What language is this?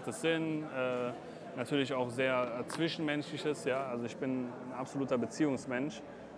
German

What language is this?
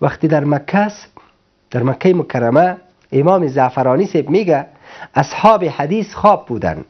Persian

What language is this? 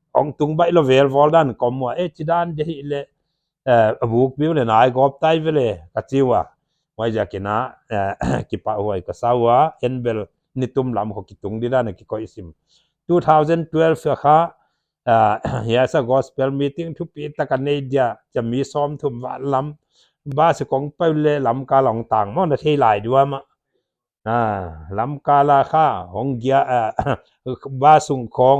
Paite Chin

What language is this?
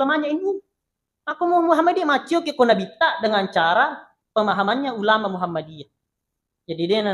Buginese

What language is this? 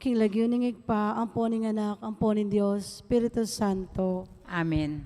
Pampanga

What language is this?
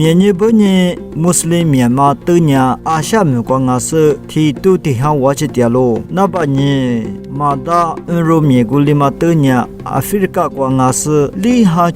Lisu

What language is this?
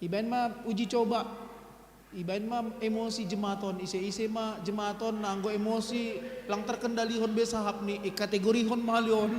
Batak Simalungun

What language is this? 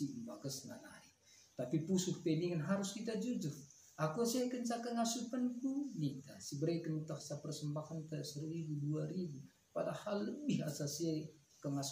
Batak Karo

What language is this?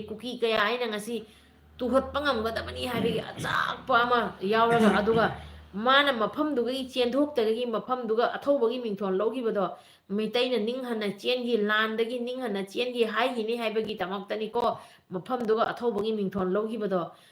Manipuri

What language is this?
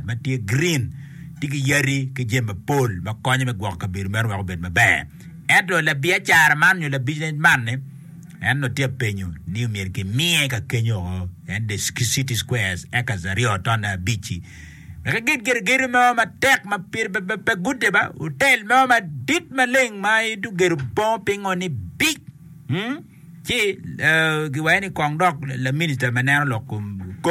Acoli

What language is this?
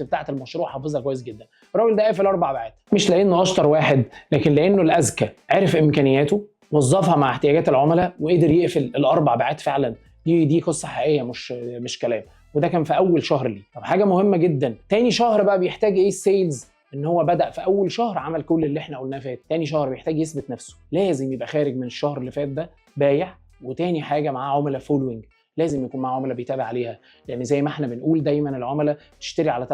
Egyptian Arabic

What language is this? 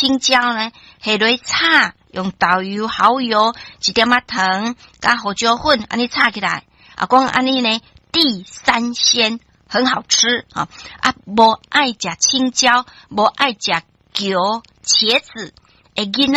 Min Nan Chinese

